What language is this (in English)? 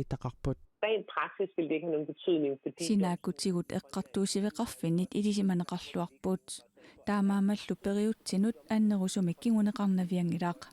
Kalaallisut